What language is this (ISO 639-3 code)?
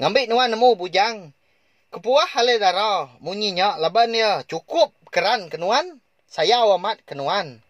iba